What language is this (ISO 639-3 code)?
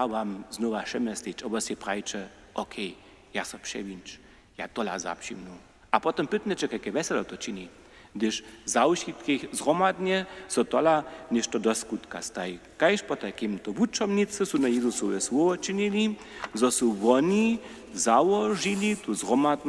hsb